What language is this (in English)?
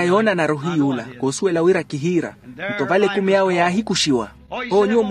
Makhuwa